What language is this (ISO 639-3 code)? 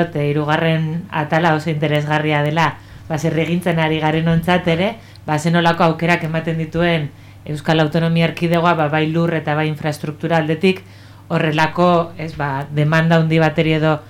eus